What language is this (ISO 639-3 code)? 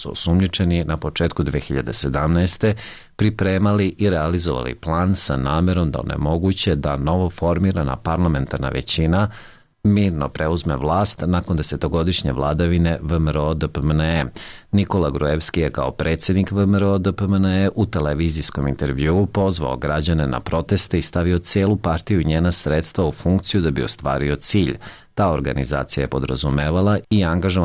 srp